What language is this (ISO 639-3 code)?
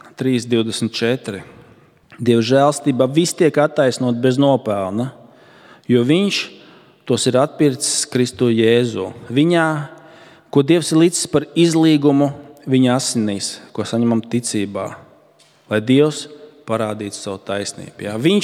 lav